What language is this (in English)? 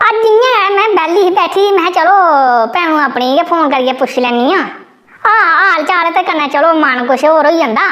Dogri